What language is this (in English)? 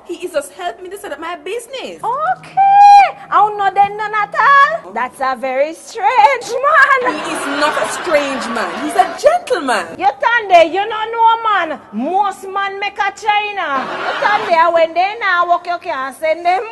Jamaican Creole English